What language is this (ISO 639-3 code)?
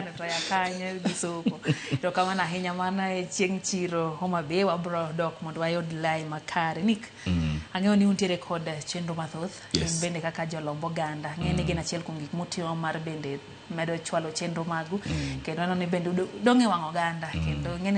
luo